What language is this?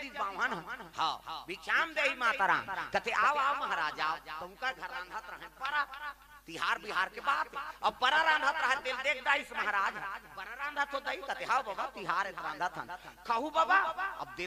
Chhattisgarhi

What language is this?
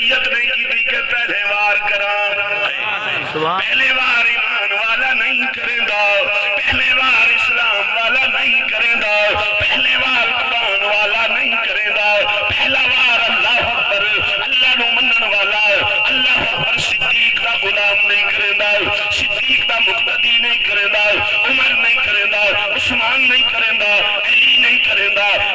Saraiki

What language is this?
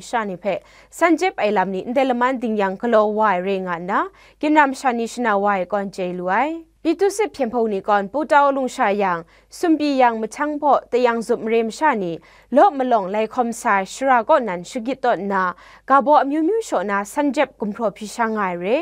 Kachin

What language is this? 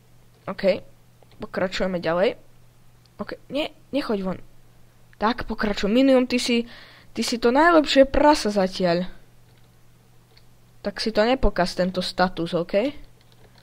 Slovak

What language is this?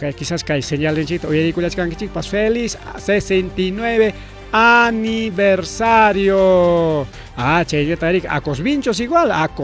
Ayacucho Quechua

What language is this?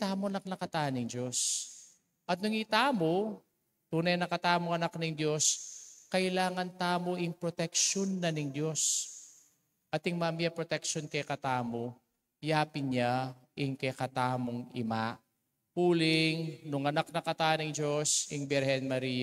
Pampanga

